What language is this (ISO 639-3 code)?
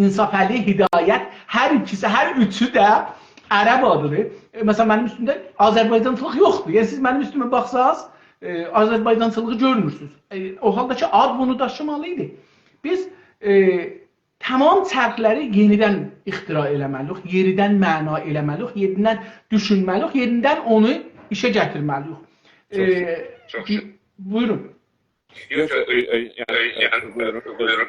azb